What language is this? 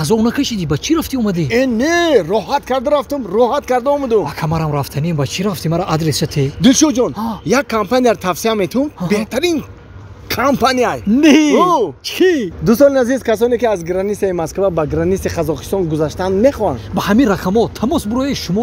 Tajik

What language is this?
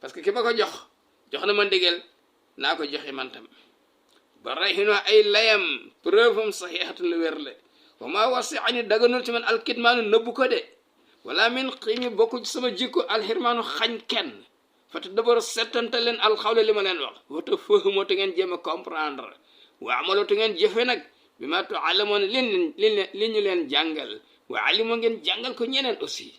Wolof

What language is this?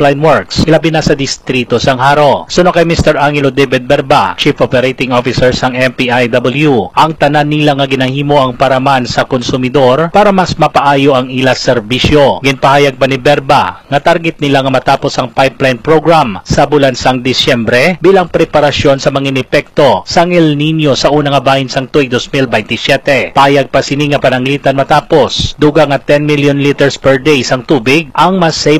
Hiligaynon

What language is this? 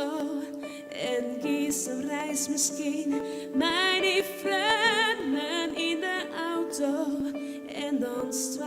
Western Frisian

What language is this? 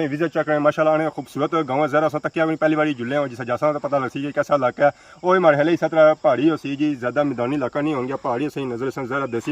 Pahari-Potwari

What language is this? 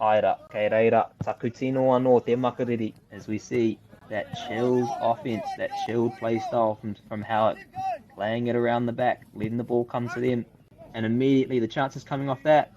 Māori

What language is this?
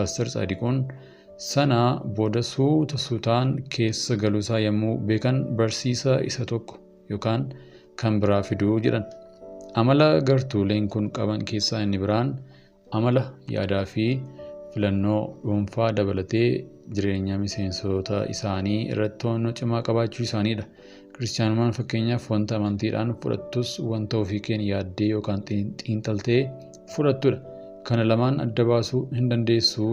Oromo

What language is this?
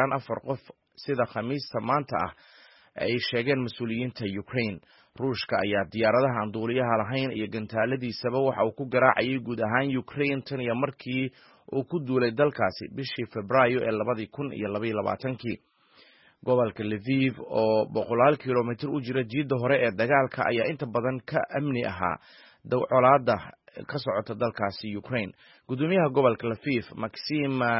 Somali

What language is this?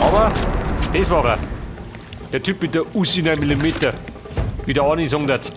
Bavarian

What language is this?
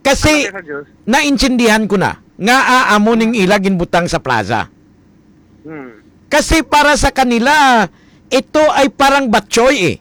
Hiligaynon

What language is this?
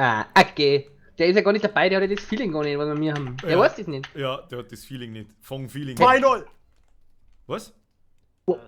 Bavarian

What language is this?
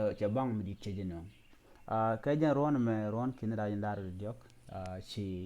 Nuer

